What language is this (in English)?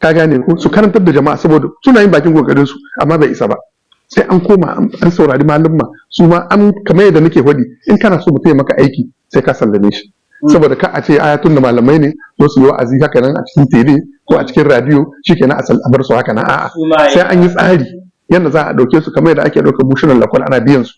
Hausa